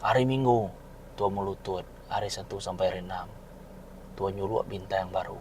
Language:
Iban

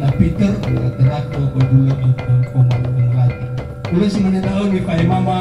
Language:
Nias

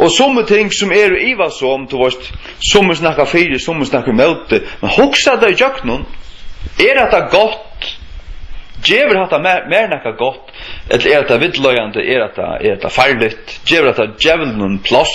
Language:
Faroese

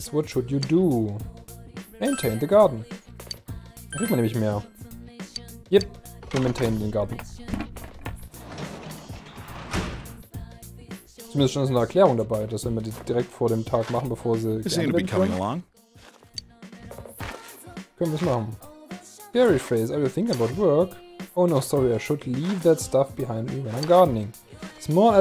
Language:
German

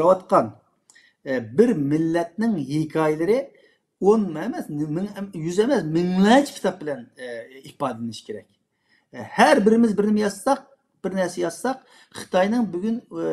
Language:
Uyghur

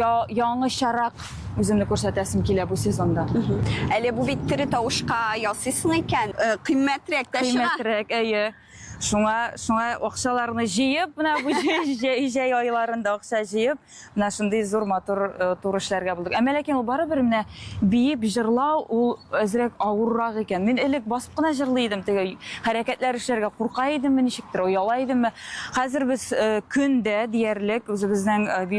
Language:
Tatar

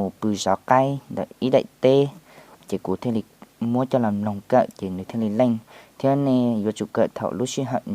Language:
Hmong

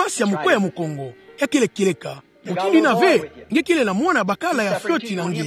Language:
Kituba (Democratic Republic of Congo)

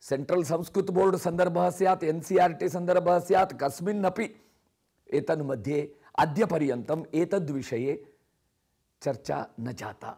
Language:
Sanskrit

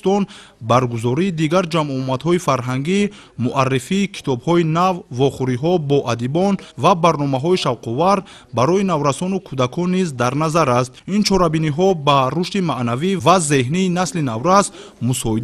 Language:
Tajik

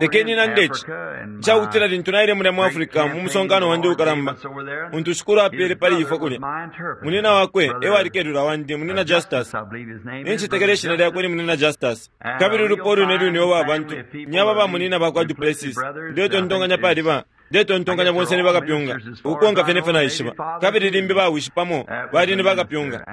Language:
Bemba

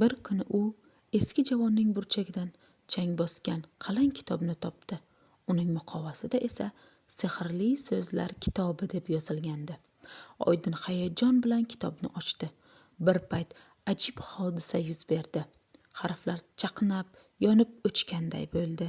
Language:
Uzbek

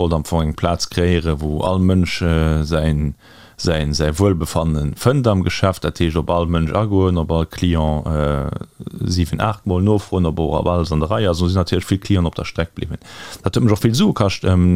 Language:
Luxembourgish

